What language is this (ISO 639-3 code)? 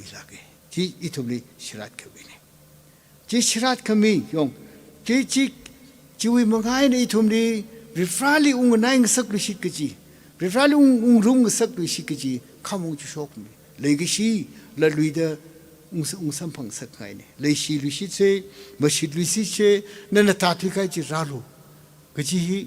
nmf